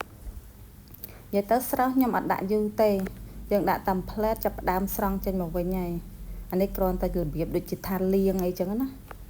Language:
Khmer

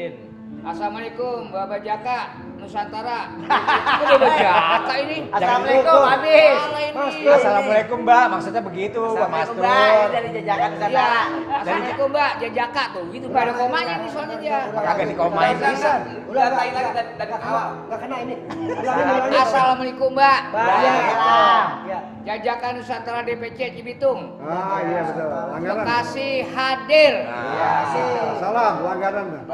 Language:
Betawi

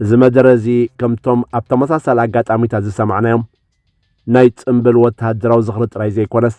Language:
Tigrinya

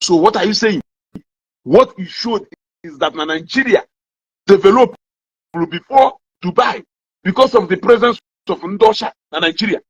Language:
Igbo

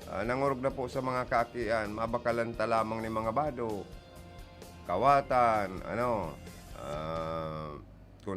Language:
Bikol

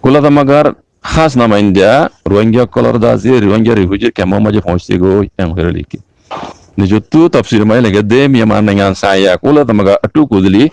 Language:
Rohingya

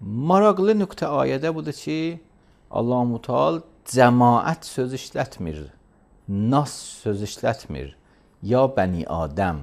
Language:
Azerbaijani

